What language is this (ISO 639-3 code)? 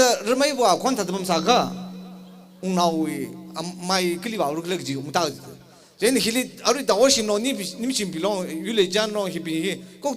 nmf